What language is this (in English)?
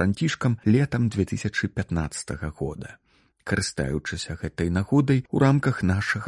Belarusian